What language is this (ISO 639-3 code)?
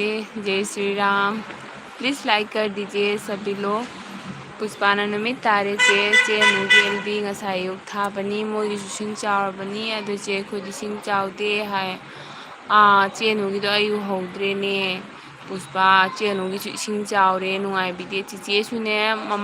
mni